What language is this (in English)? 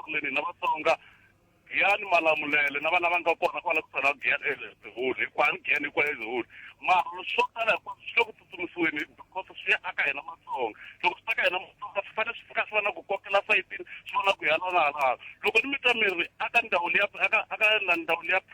Tsonga